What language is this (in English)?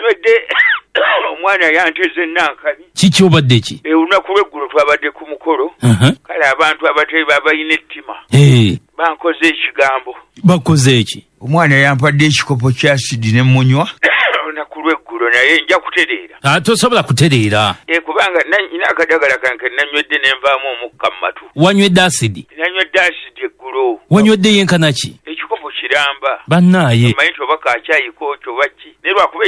Ganda